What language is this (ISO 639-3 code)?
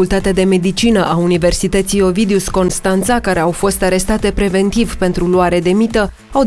ron